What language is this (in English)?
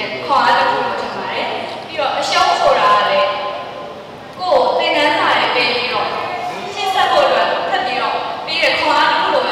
Burmese